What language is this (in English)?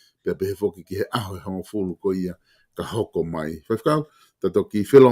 Tongan